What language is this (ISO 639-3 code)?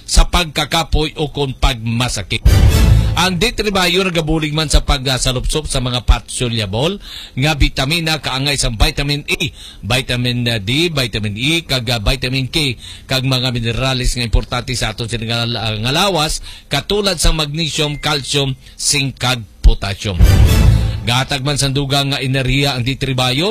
hil